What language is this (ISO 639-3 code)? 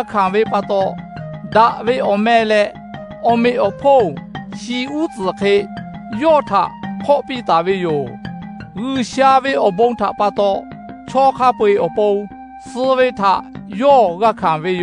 lhu